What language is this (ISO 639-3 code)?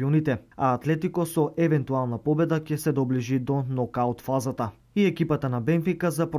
mkd